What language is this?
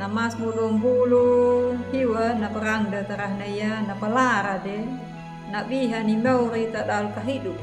Anakalangu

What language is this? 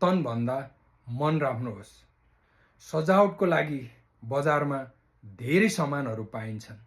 Nepali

